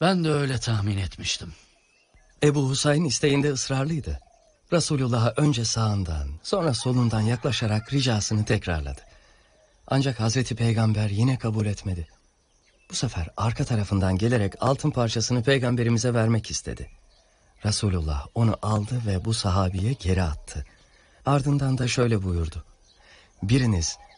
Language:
Turkish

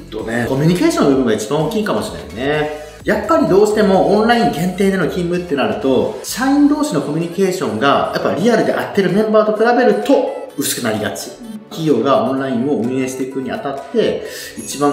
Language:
Japanese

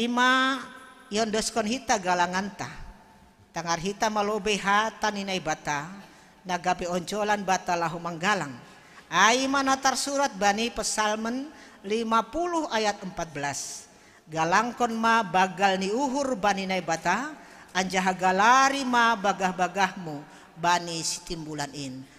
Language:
Batak Simalungun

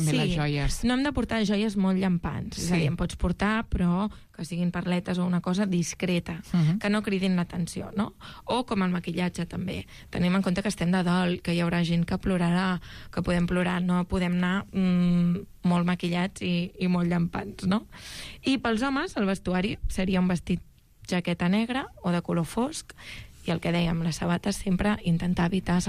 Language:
Catalan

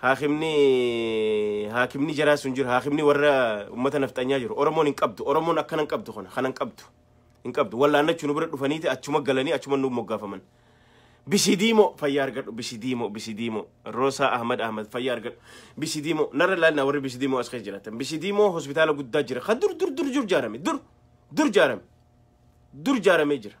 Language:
Oromo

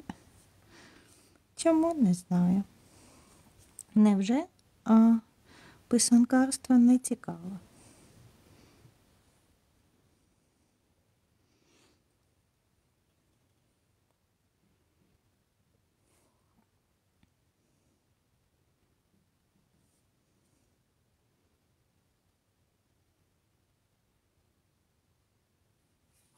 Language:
Ukrainian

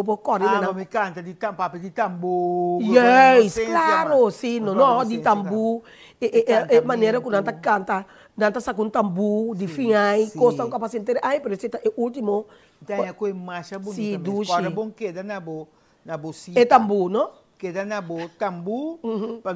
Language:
Papiamento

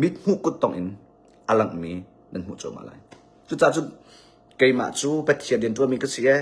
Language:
Hakha Chin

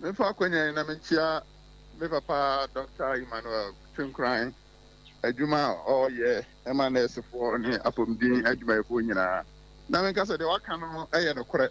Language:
Akan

